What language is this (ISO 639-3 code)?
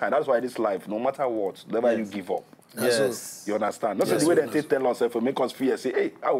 pcm